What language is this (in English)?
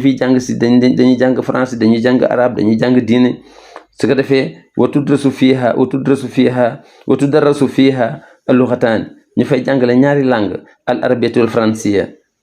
Wolof